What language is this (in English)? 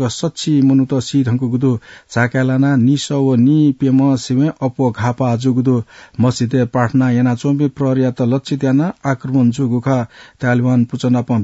Newari